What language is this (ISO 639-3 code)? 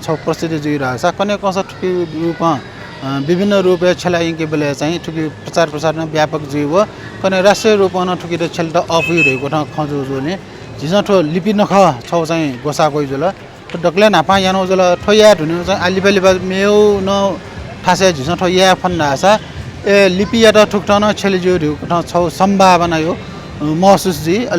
new